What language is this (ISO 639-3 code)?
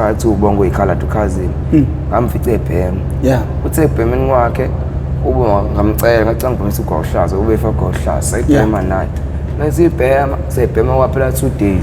zul